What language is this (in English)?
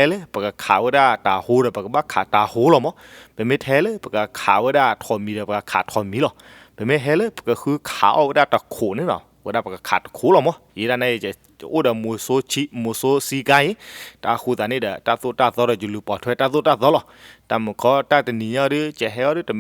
S'gaw Karen